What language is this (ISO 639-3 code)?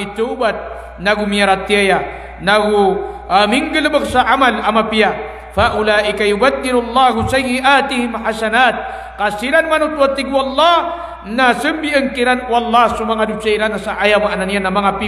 mrw